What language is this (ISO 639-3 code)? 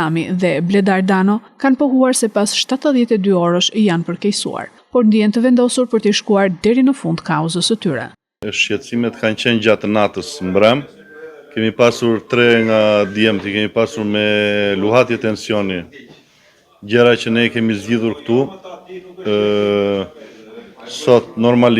sqi